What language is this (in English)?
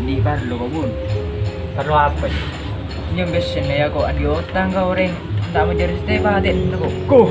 Madurese